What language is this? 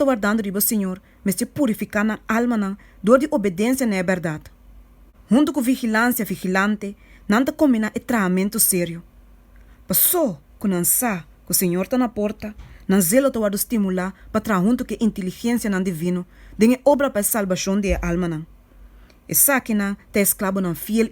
Papiamento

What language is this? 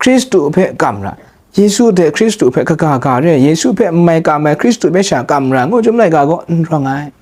Kachin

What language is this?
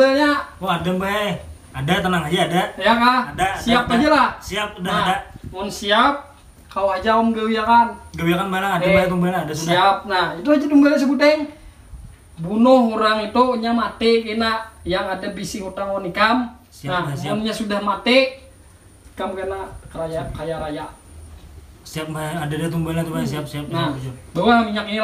Banjar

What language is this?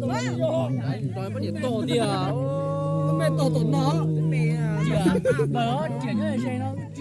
Hmong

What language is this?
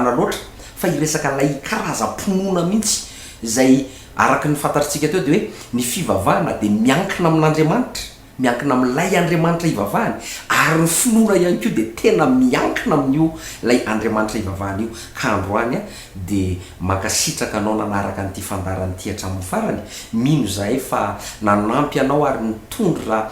Malagasy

